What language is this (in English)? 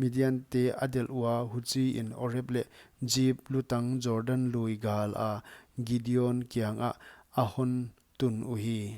Paite Chin